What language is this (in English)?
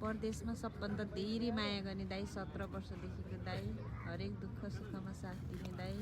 Nepali